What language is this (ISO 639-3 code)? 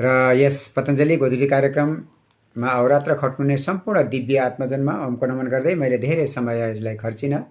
nep